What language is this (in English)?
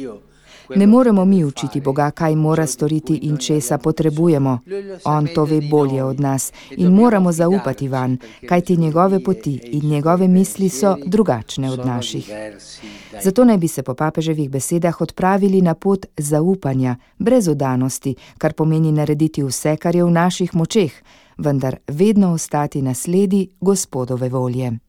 Slovenian